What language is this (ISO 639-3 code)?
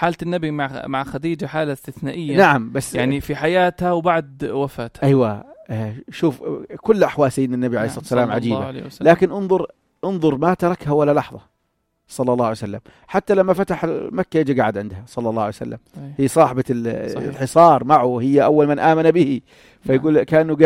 apc